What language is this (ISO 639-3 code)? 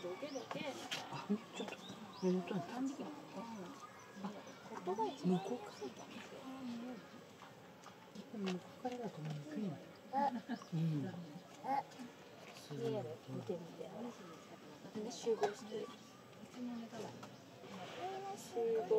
jpn